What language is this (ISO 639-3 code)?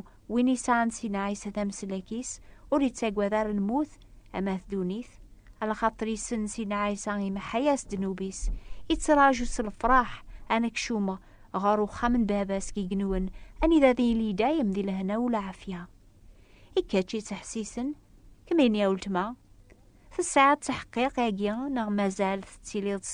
kab